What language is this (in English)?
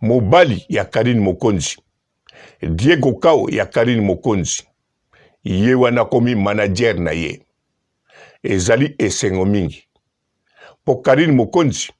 Lingala